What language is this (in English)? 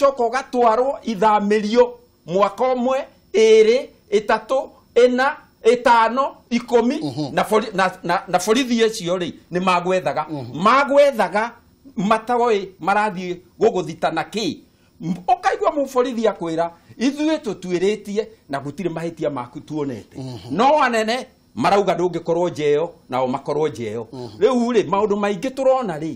Kikuyu